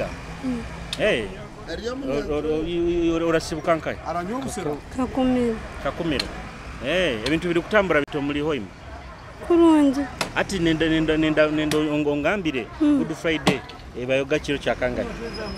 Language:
Nyoro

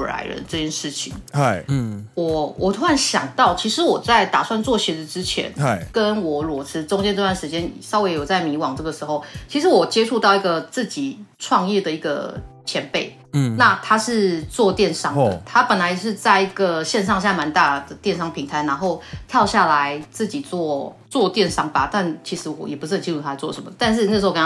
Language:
Chinese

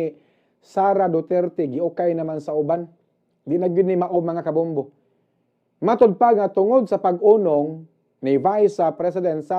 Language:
Cebuano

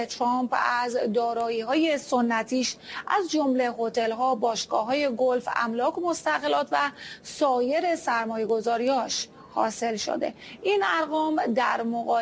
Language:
Persian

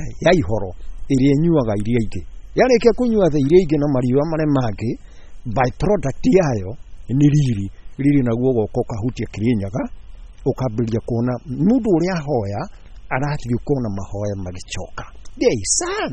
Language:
Kikuyu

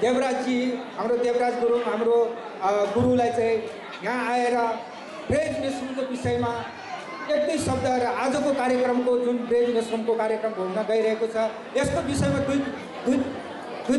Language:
Nepali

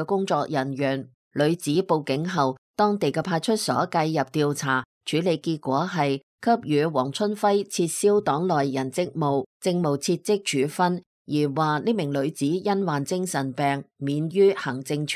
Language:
Cantonese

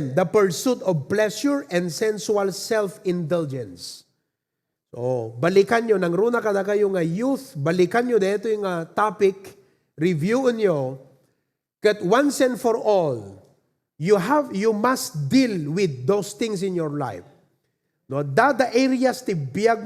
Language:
Iloko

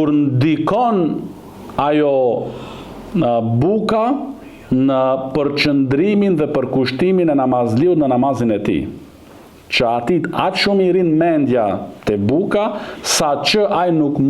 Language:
Albanian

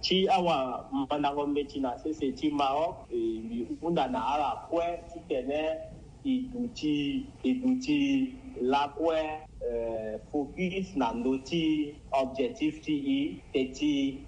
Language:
Sango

